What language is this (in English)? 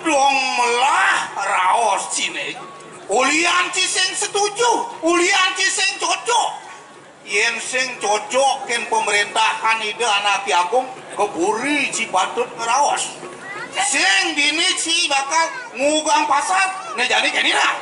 Balinese